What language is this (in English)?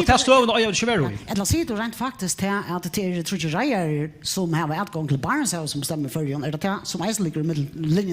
Faroese